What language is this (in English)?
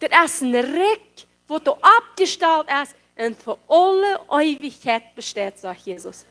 Plautdietsch